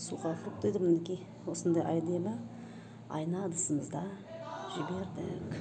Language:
Kazakh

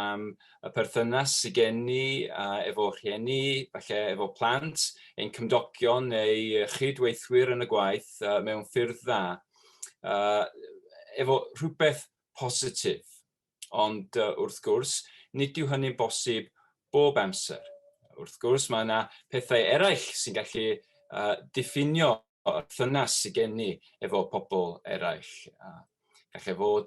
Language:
Welsh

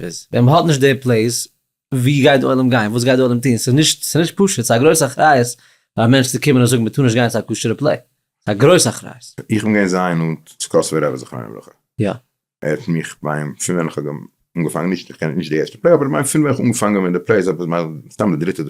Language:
Yiddish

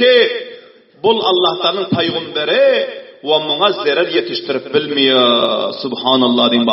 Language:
Turkmen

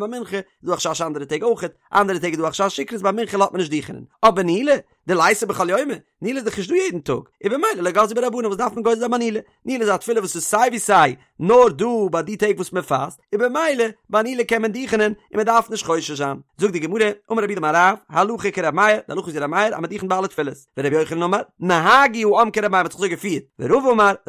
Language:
Yiddish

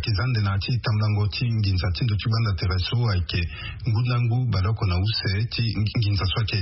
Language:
Sango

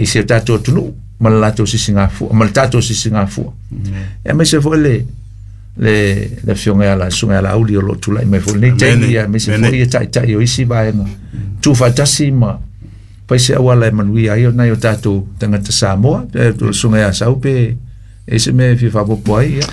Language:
Samoan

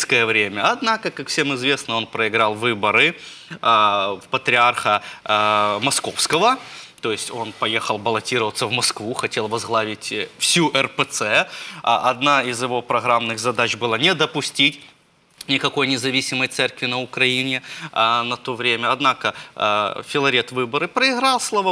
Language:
Russian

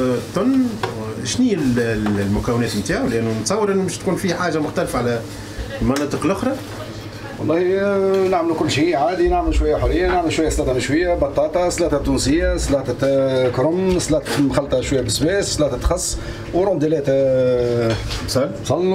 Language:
Tunisian Arabic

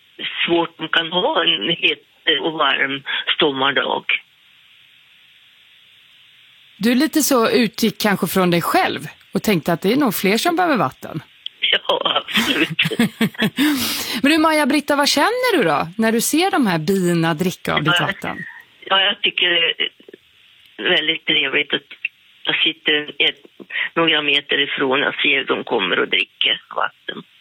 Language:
Swedish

